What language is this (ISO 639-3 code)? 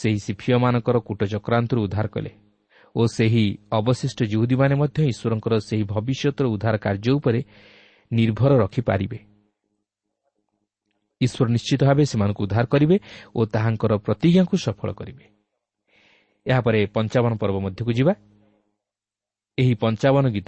ori